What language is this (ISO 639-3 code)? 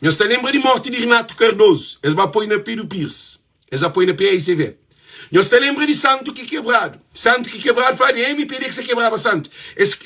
kea